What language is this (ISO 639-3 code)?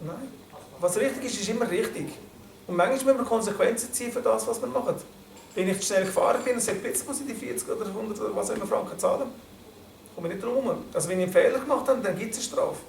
gsw